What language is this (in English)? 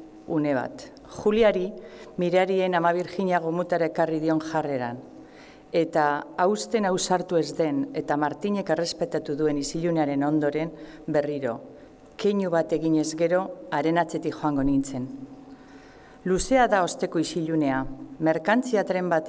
Basque